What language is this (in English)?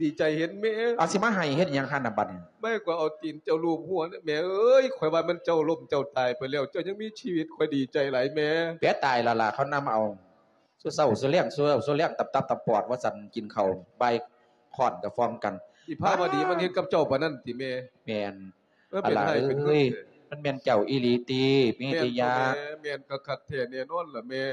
Lao